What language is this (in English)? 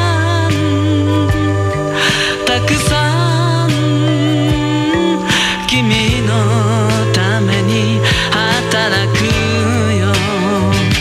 Japanese